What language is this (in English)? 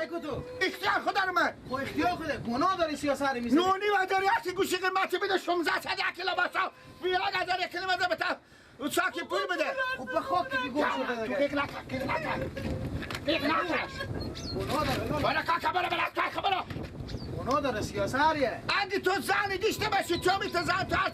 Persian